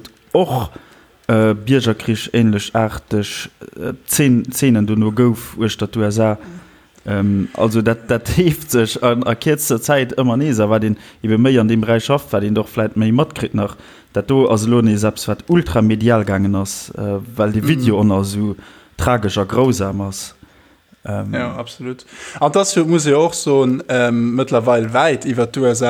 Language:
Luxembourgish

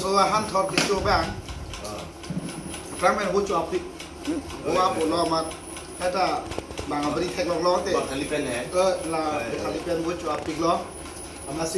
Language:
Karbi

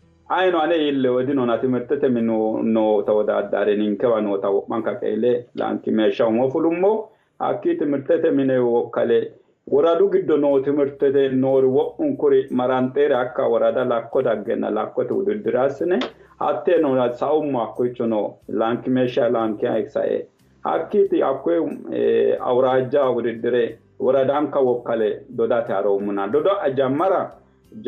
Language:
Sidamo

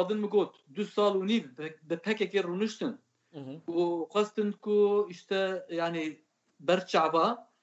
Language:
Kurdish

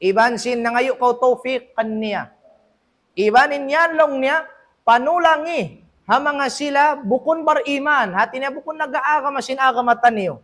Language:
Tausug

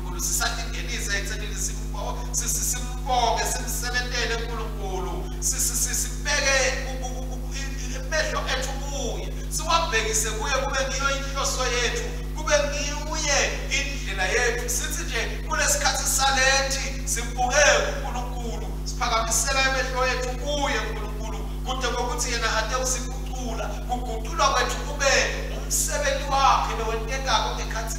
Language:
Swati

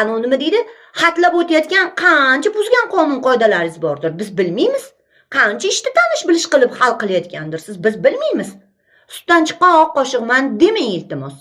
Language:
Uzbek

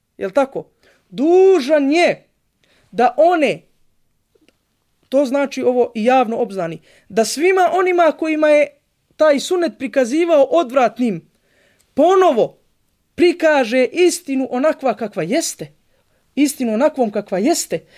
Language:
Bosnian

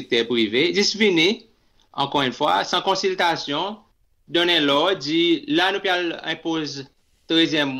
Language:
Seselwa Creole French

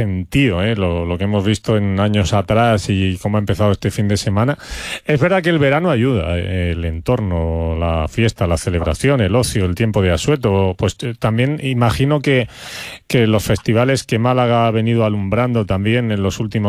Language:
Spanish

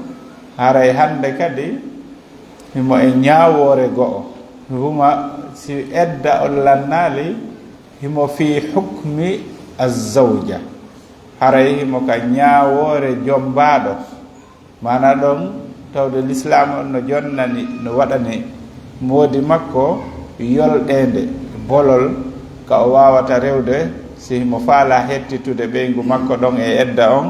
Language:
Fula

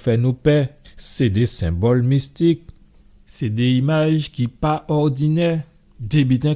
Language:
Guadeloupean Creole French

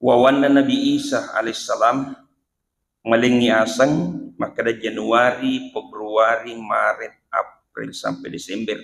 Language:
Buginese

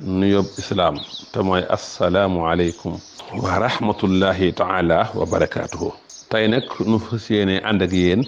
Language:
Wolof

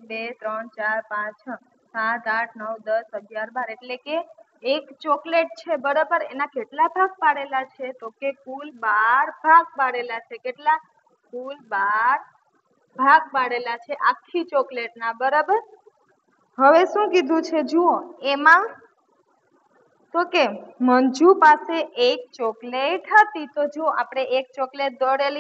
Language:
Gujarati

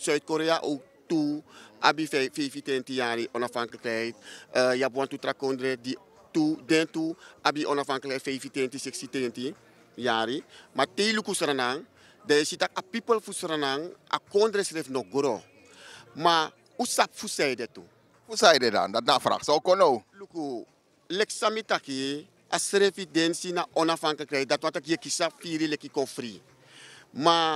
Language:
Sranan Tongo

